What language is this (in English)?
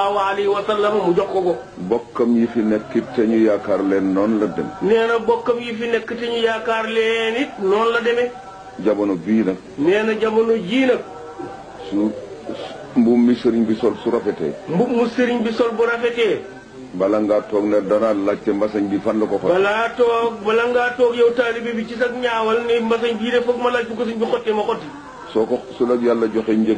Wolof